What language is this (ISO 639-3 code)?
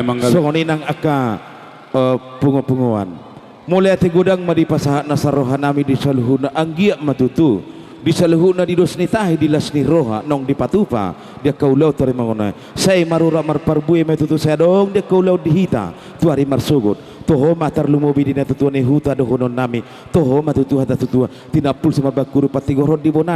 bbc